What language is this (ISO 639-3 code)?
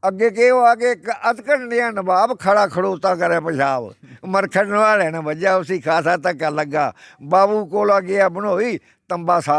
doi